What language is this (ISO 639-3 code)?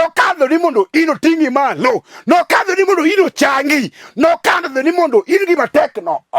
luo